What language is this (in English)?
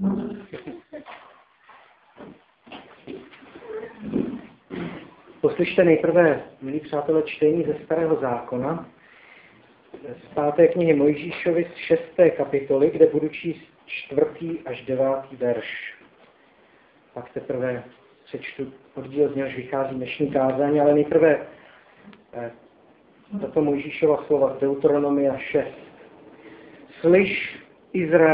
Czech